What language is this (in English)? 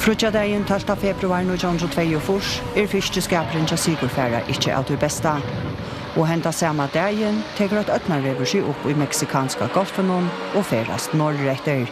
Faroese